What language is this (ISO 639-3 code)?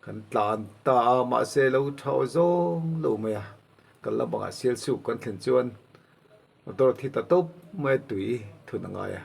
lus